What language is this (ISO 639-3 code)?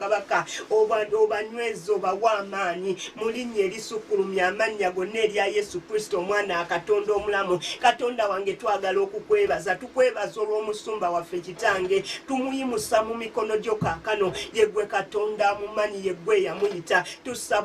lug